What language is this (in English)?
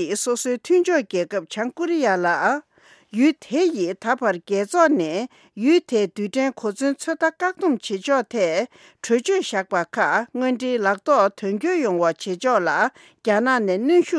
Tibetan